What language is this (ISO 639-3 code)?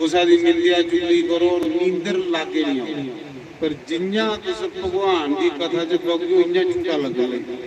doi